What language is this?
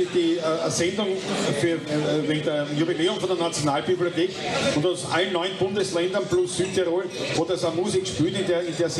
Bavarian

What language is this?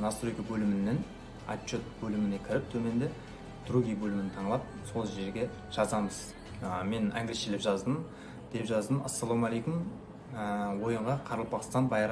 Kara-Kalpak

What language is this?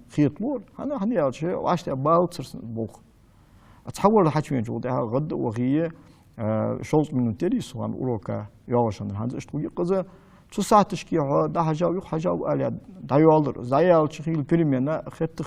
Ingush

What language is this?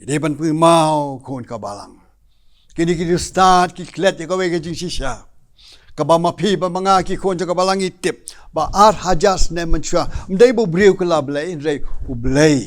Khasi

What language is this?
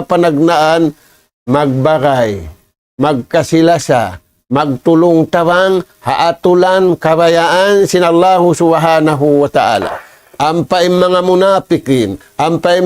Tausug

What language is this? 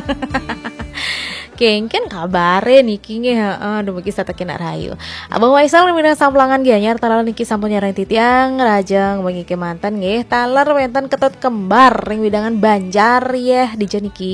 Balinese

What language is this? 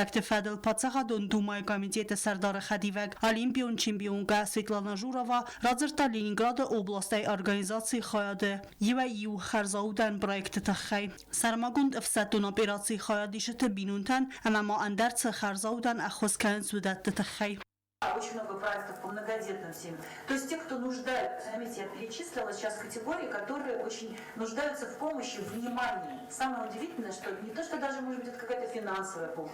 Ossetic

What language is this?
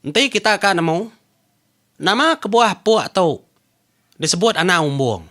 Iban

